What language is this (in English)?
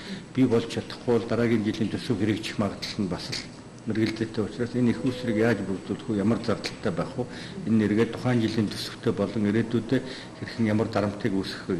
Mongolian